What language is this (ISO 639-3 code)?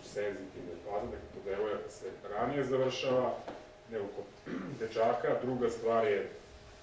srp